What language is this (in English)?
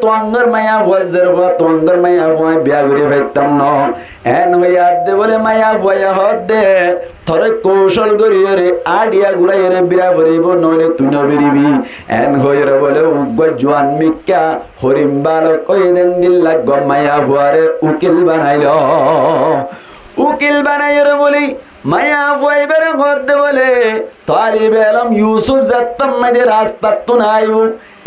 Rohingya